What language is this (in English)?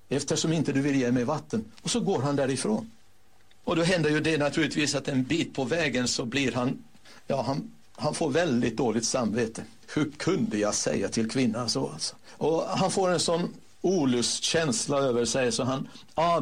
Swedish